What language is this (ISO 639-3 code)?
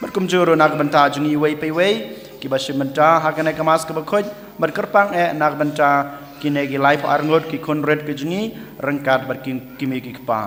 kha